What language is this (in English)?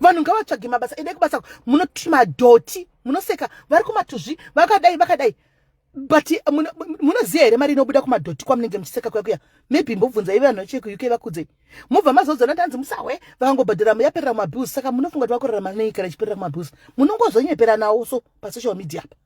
Shona